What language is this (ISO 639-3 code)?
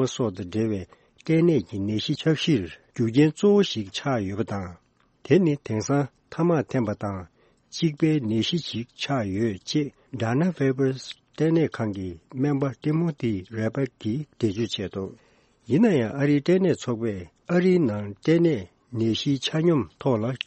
bod